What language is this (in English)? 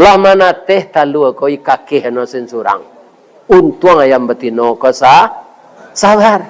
Minangkabau